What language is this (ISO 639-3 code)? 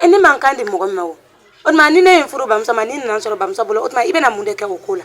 bam